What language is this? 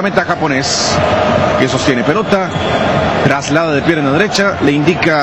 Spanish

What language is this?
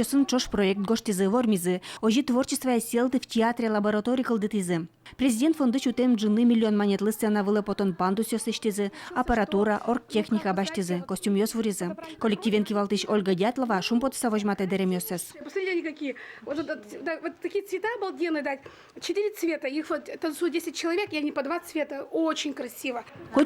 Udmurt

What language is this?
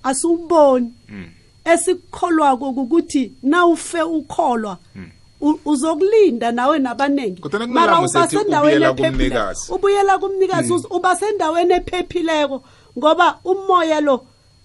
South Ndebele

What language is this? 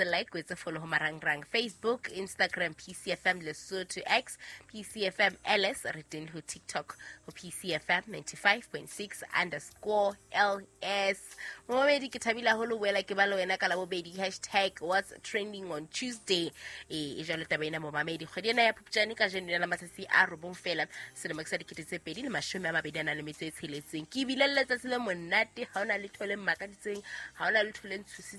Southern Sotho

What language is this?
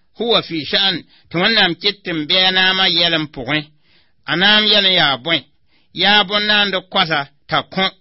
Mossi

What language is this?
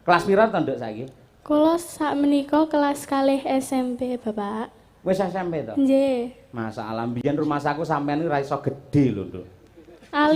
Javanese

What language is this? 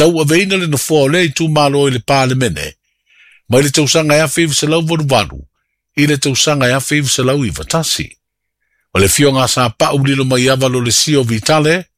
Samoan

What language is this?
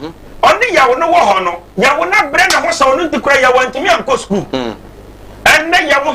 Akan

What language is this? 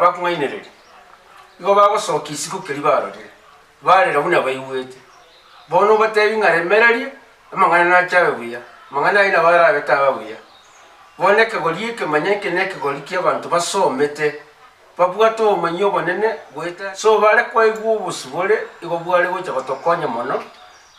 Gusii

